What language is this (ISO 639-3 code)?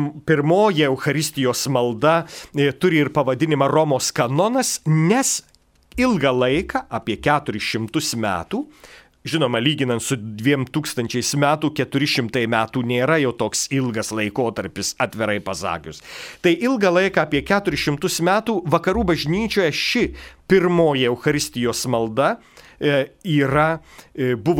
lit